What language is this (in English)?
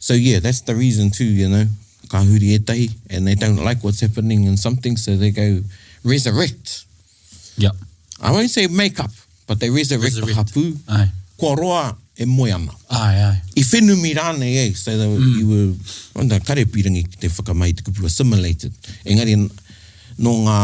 Māori